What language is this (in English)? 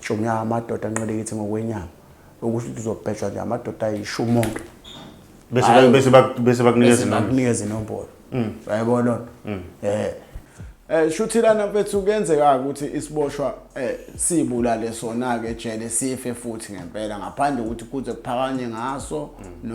Zulu